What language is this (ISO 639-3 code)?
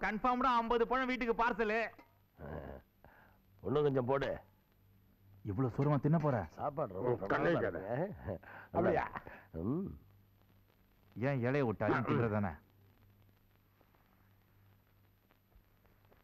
tam